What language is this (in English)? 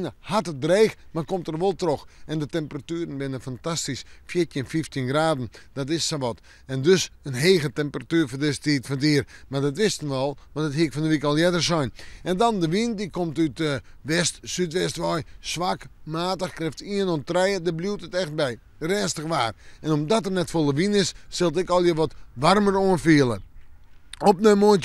Western Frisian